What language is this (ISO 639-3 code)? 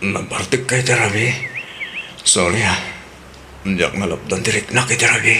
ilo